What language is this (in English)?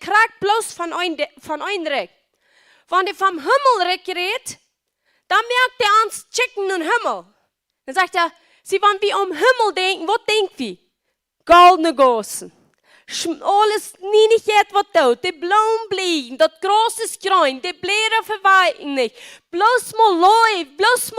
Plautdietsch